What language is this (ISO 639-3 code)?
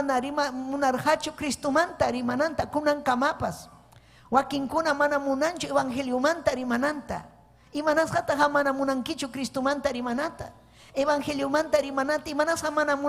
quy